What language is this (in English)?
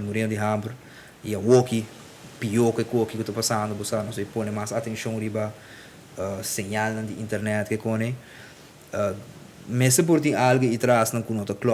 Papiamento